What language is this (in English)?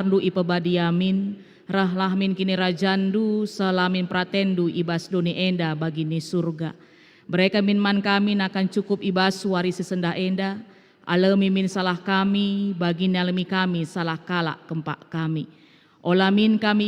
Batak Karo